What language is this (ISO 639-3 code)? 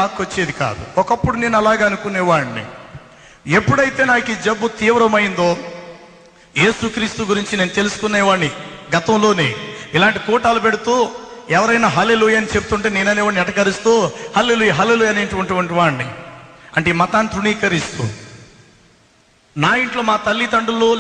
tel